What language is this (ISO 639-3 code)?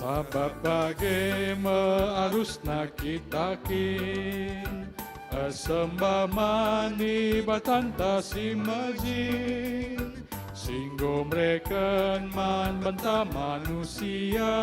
btx